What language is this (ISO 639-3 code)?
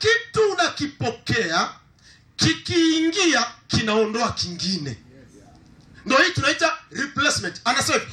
swa